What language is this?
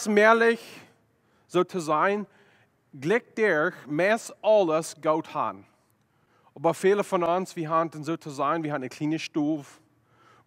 Plautdietsch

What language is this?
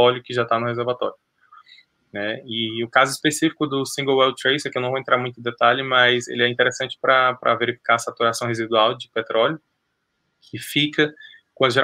Portuguese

